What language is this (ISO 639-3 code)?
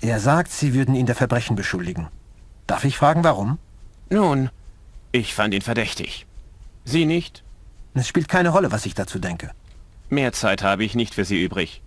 bar